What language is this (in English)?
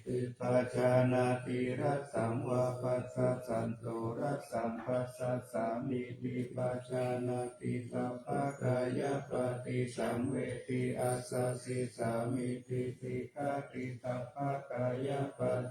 Pali